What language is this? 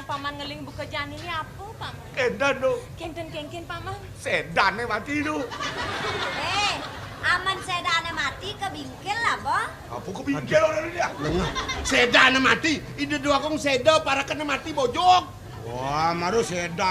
Balinese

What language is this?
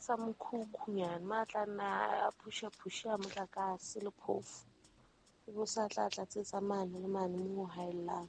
Southern Sotho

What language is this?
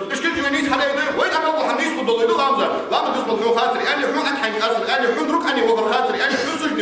Ingush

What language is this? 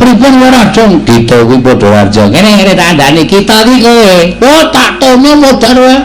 Javanese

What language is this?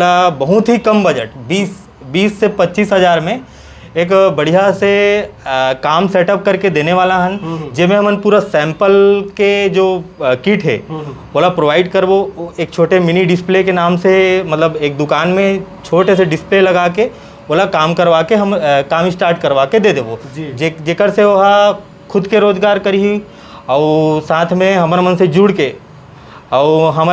Chhattisgarhi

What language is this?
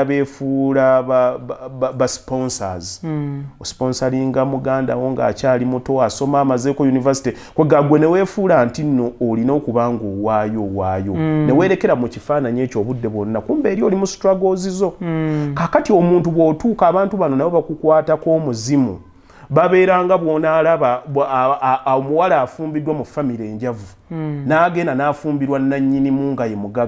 Ganda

